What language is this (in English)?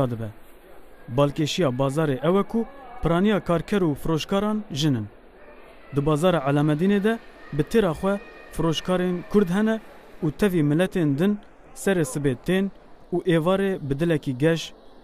Kurdish